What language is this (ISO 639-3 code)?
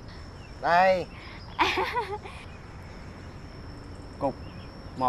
vie